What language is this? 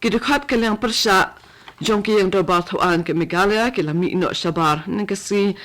Khasi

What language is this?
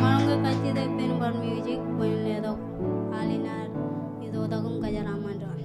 Marshallese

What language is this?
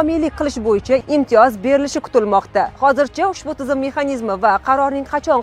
Uzbek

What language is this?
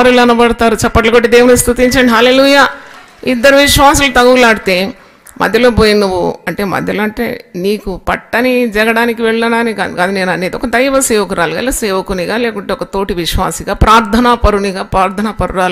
Telugu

